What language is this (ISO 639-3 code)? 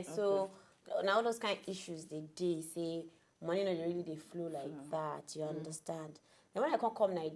pcm